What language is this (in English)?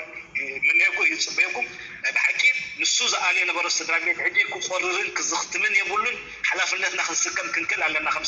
Tigrinya